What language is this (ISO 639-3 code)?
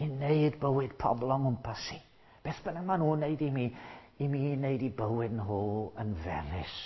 cym